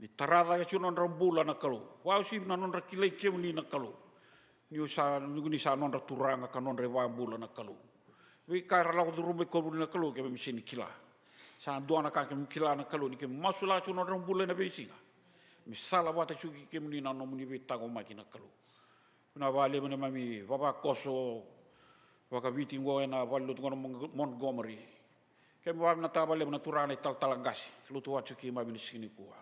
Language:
Fijian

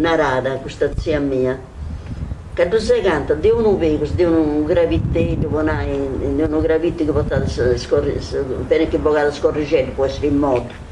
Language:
Sardinian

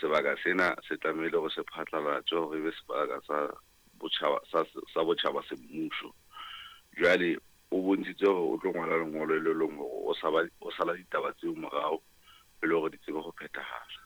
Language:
Southern Sotho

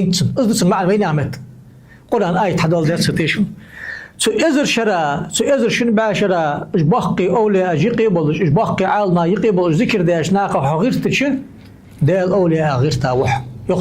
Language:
Ingush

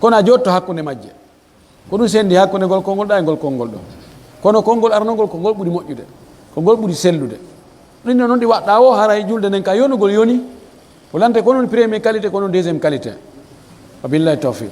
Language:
Pular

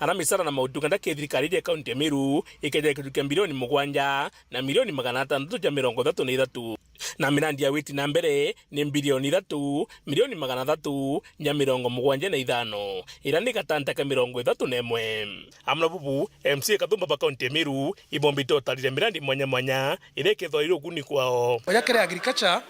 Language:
Meru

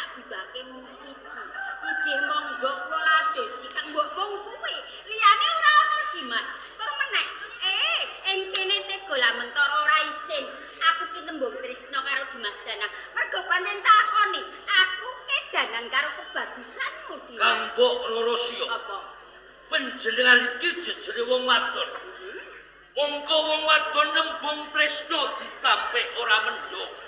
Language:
Javanese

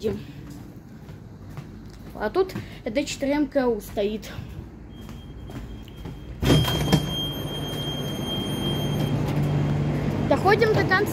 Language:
Russian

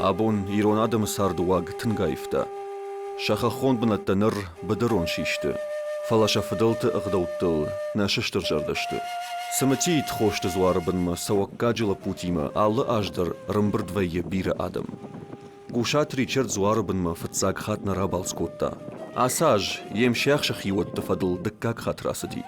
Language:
Ossetic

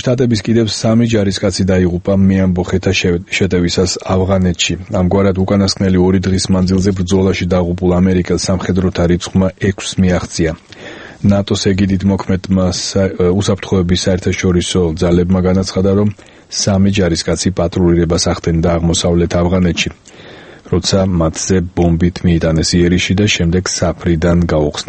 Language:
Georgian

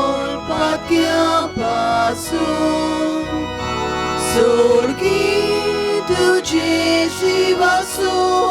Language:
Konkani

